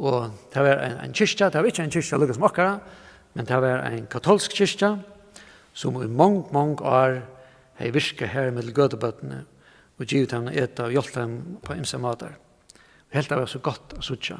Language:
Faroese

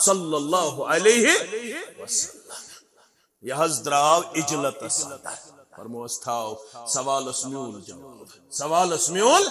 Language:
Kashmiri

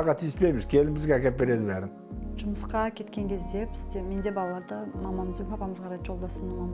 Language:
Kazakh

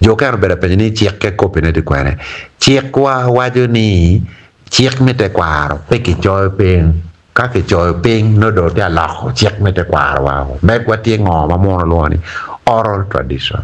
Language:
Acoli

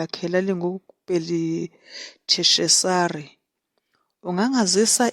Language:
Zulu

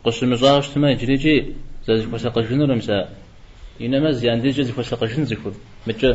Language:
Kabardian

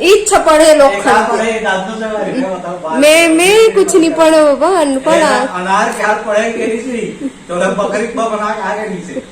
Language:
Chhattisgarhi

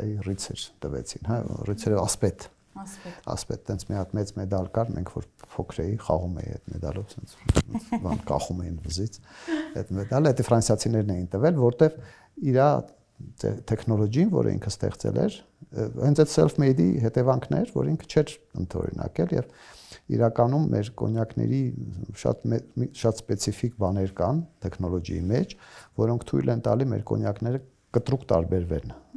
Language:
Armenian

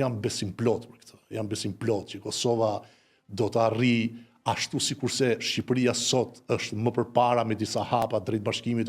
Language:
Albanian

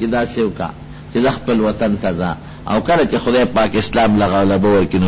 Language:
Pashto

